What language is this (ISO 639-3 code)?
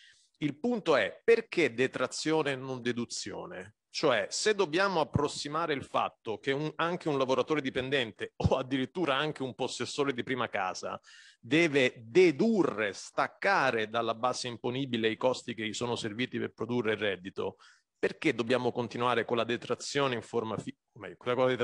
ita